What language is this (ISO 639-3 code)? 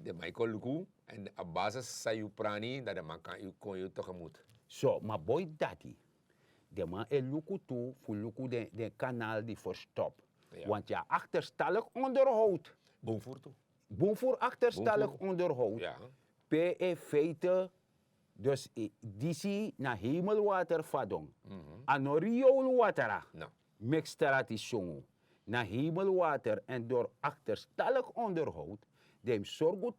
srn